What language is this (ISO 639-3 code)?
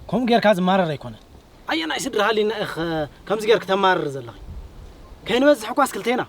tir